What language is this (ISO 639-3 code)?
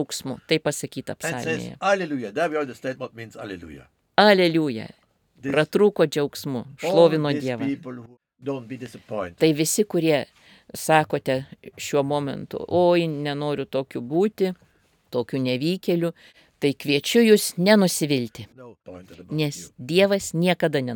lit